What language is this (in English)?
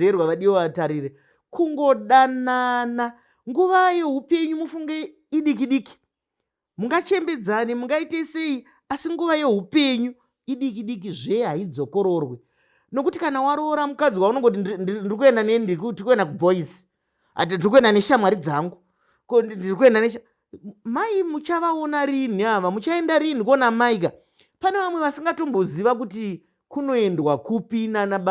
Shona